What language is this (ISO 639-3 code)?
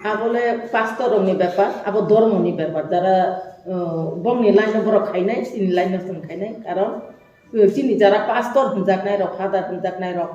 trp